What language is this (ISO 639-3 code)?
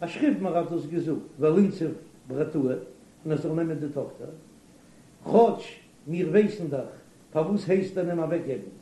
yid